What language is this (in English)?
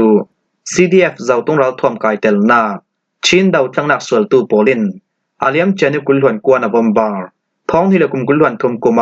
Falam Chin